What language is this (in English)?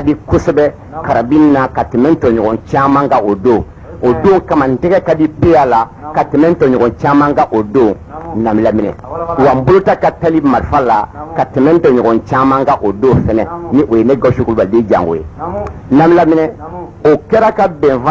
Bambara